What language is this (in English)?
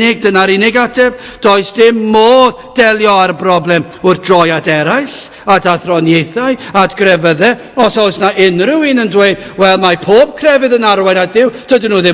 Welsh